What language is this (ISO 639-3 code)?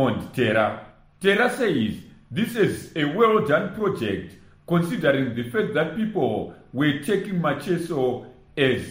eng